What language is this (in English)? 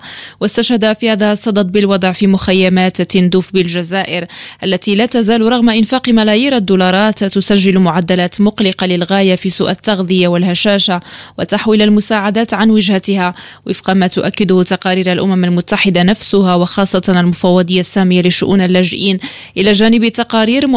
Arabic